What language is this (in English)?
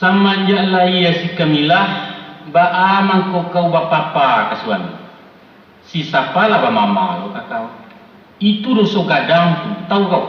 Minangkabau